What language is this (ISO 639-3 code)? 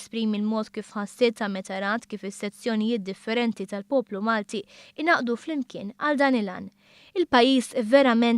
mlt